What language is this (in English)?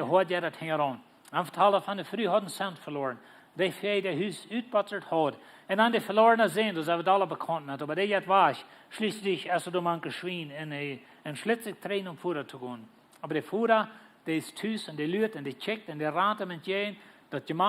Plautdietsch